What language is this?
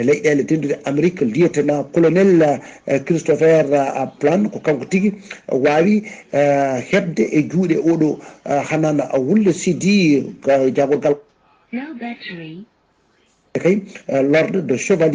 Fula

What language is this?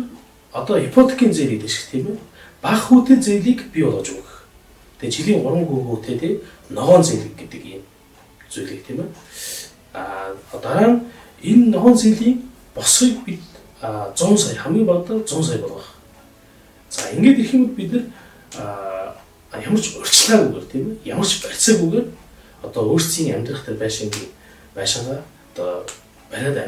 Mongolian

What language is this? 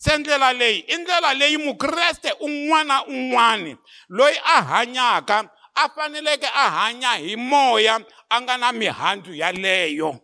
Tsonga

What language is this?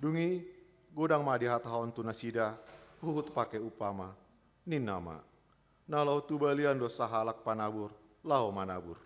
Batak Toba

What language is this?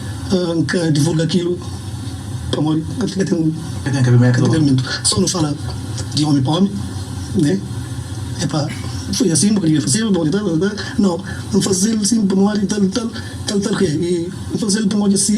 Kabuverdianu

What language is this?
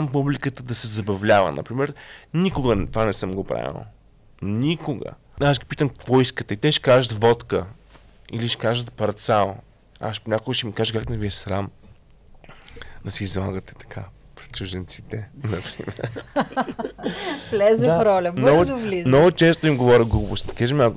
Bulgarian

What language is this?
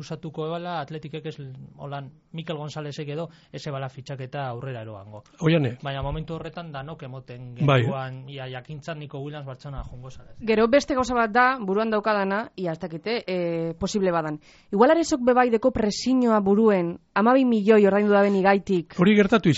Basque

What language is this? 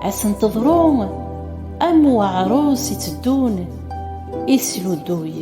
Kabyle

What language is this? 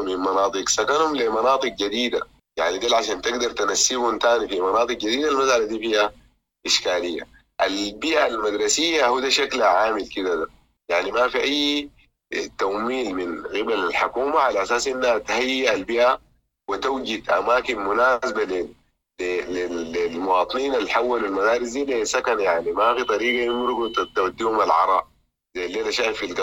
Sudanese Arabic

